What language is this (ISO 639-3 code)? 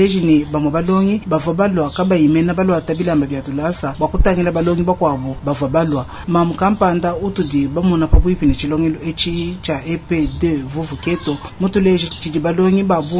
lua